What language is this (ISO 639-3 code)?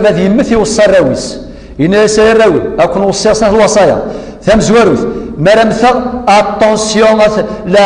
kab